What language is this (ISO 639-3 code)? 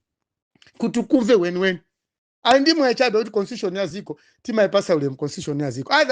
nya